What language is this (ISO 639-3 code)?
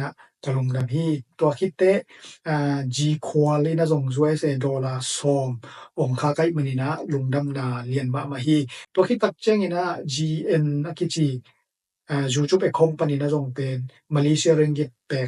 ctd